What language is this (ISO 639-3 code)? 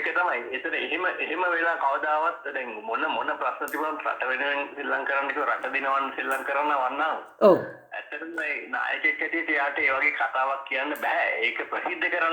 sin